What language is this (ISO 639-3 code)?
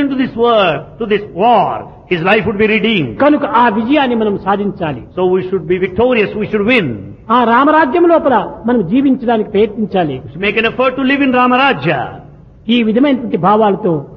tel